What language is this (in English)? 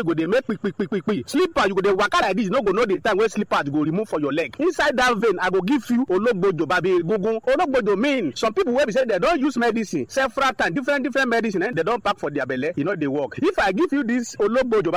Nigerian Pidgin